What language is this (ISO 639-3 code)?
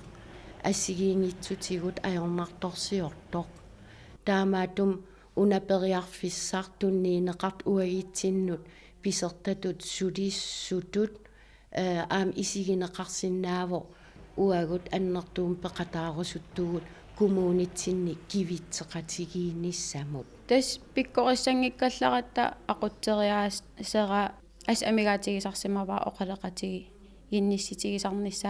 kal